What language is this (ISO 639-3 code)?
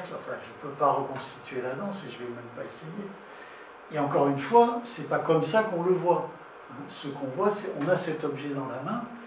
fra